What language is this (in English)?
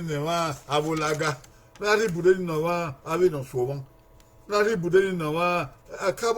Bini